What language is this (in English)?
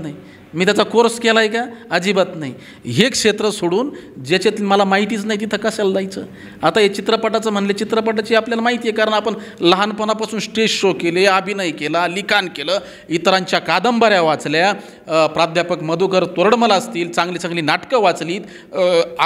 Marathi